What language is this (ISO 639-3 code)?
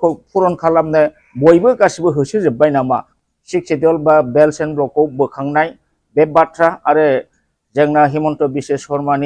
brx